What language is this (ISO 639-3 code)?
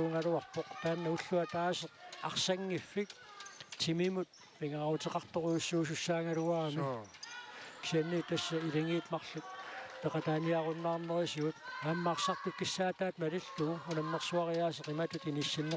kal